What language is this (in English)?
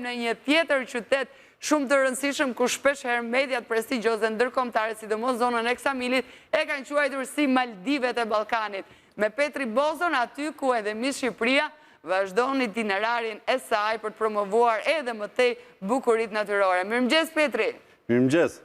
Albanian